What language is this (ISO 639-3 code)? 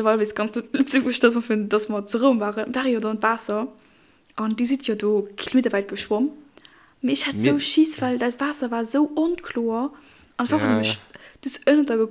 ltz